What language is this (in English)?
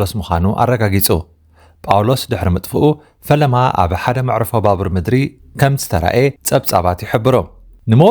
Tigrinya